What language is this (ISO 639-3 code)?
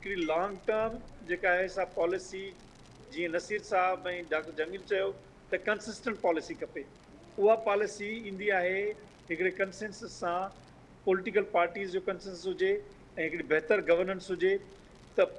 snd